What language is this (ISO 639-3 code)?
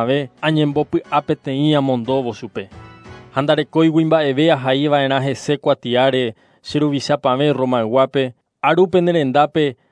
grn